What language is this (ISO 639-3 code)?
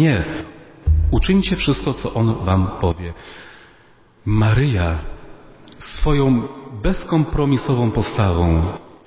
pol